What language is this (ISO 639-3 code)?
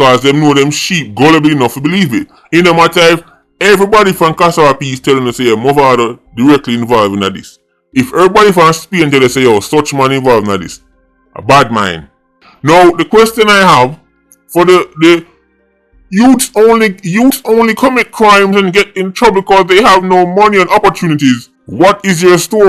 jam